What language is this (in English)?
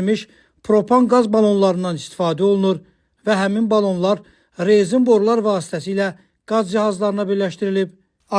Azerbaijani